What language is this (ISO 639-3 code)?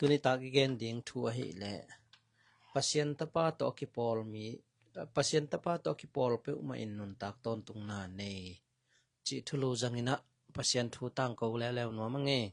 ctd